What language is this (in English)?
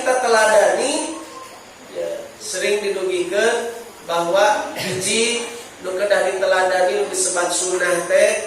Sundanese